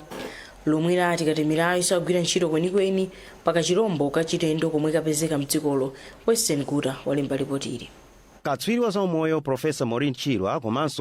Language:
Nyanja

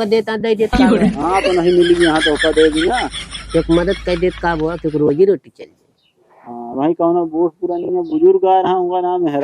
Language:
Awadhi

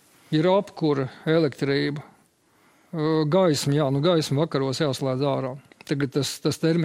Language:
Latvian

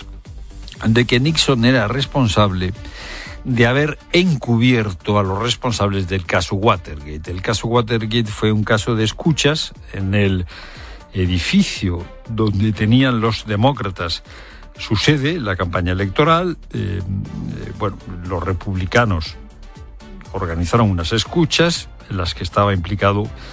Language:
Spanish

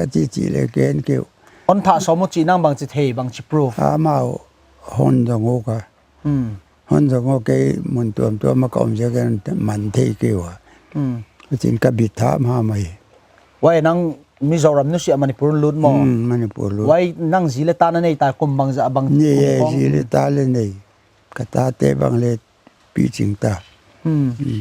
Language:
Paite Chin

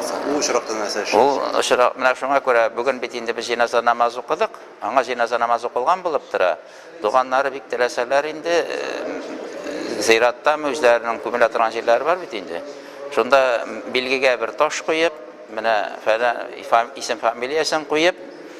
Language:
Tatar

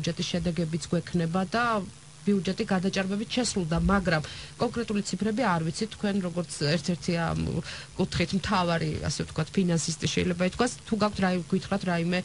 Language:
Georgian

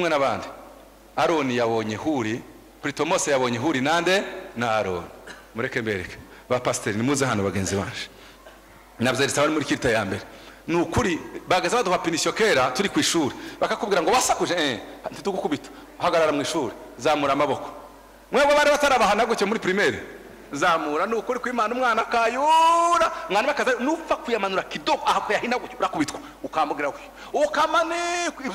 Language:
Kinyarwanda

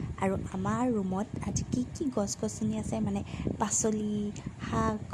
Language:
Assamese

